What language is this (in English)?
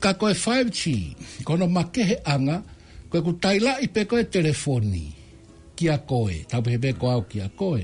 Tongan